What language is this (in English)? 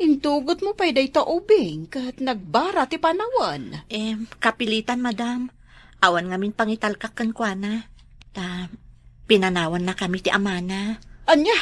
Iloko